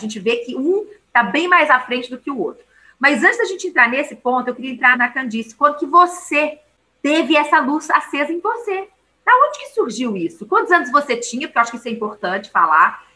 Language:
Portuguese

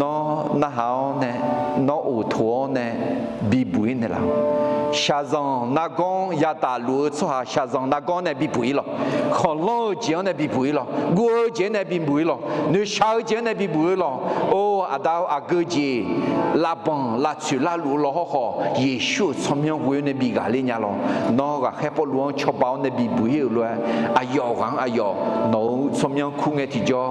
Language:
Akha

